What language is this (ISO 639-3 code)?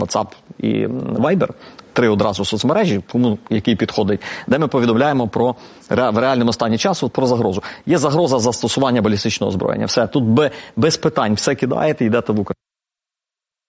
ukr